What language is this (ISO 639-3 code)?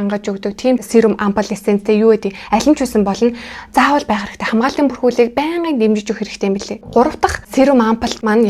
mon